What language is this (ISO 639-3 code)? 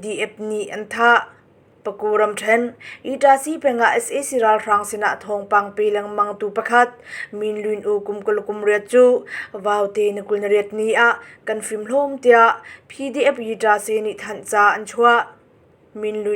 cnh